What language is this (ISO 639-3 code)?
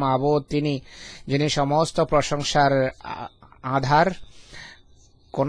ben